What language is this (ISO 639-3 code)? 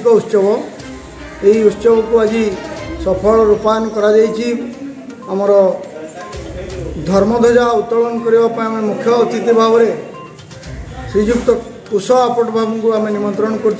ori